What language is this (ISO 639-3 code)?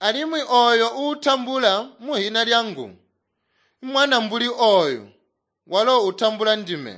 toi